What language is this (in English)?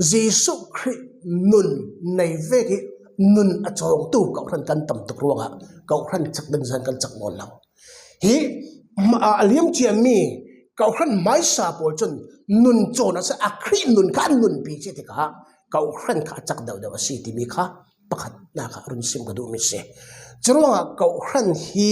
Falam Chin